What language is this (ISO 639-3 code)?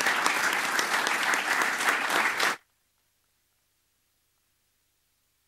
cat